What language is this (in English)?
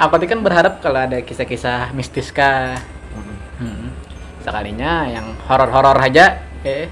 Banjar